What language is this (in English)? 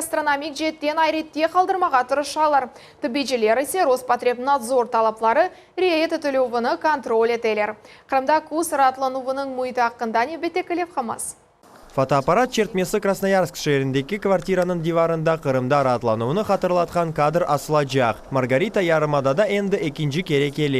Crimean Tatar